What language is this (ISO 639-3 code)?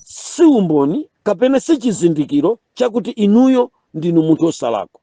nya